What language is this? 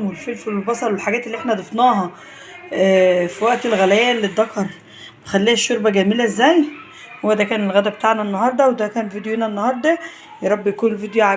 Egyptian Arabic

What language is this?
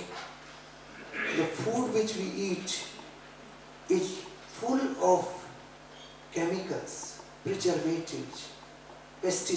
Hungarian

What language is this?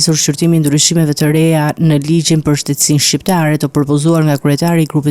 Albanian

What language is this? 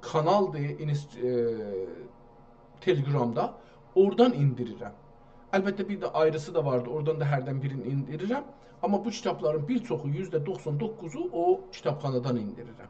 South Azerbaijani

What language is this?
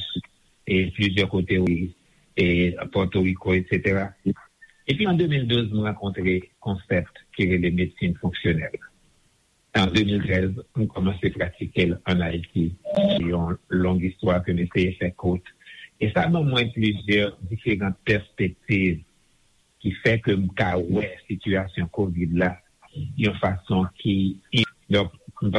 Haitian Creole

